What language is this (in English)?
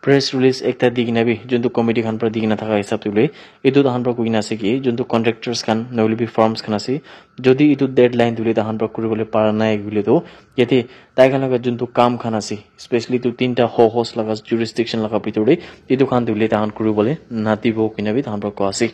Naga Pidgin